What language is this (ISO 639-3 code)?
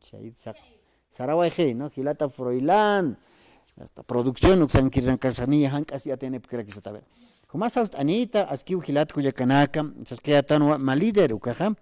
aym